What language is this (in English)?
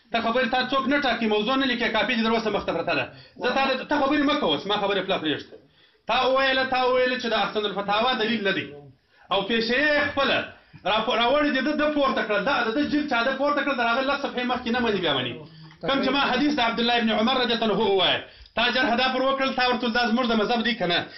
Pashto